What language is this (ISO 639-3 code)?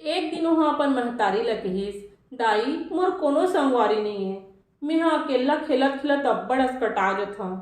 hne